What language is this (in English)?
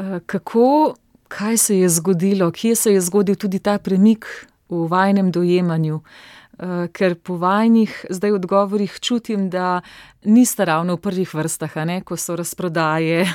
Slovenian